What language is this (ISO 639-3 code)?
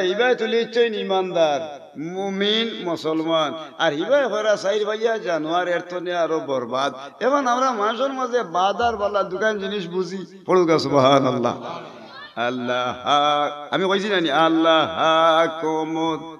syl